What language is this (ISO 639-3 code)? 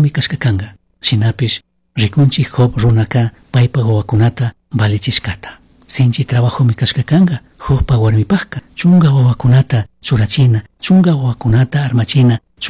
qug